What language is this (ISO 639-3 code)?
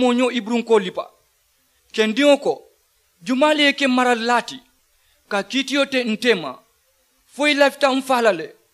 man